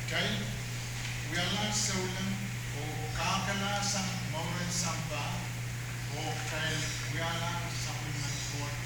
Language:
Pohnpeian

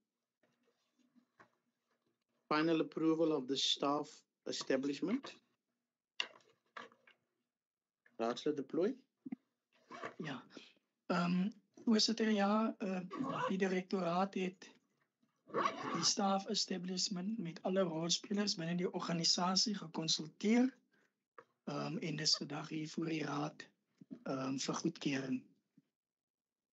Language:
Afrikaans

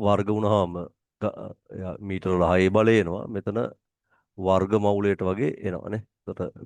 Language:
Sinhala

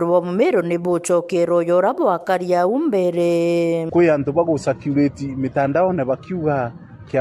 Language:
Meru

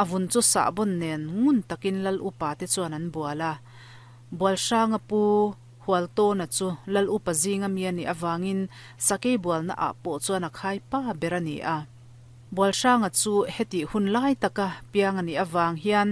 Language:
Mizo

